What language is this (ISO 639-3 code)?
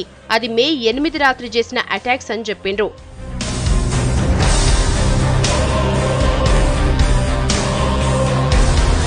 tel